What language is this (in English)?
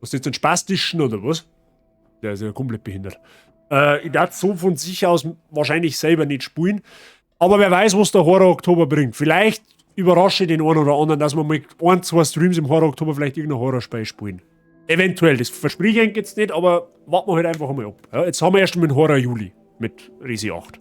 Bavarian